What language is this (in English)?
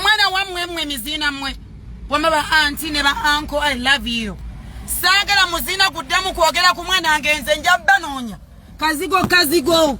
Ganda